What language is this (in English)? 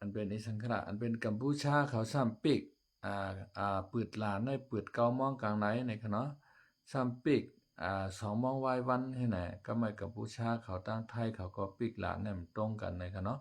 Shan